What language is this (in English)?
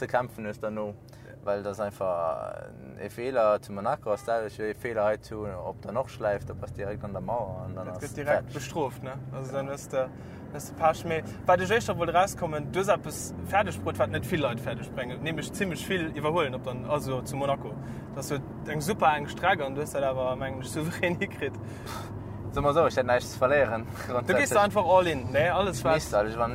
Luxembourgish